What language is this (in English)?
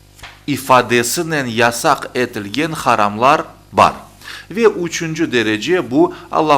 Crimean Tatar